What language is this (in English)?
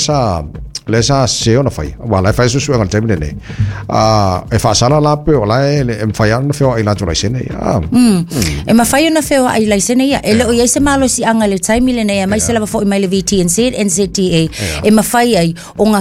Samoan